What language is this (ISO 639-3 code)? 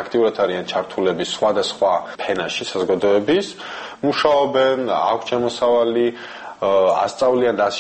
kat